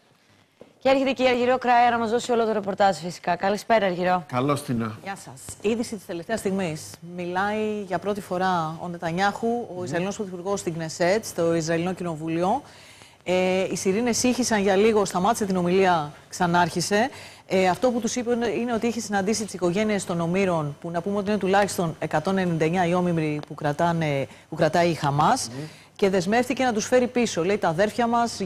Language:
Greek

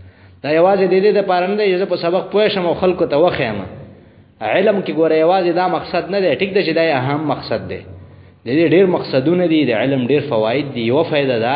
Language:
Pashto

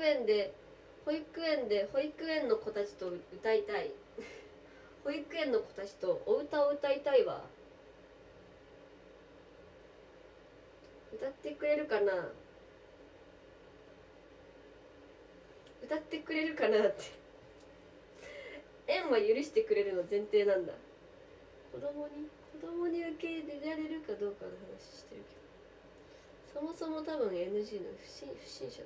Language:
Japanese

